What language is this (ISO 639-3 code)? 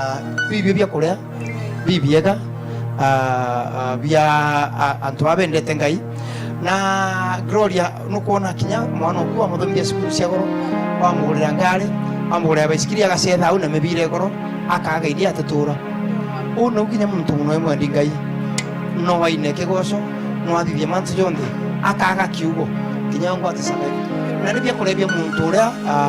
mer